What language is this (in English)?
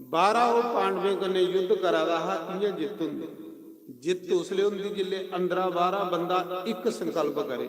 Dogri